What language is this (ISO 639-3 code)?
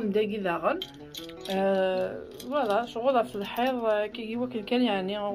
kab